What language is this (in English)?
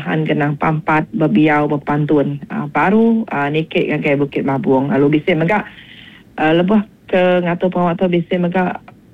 Iban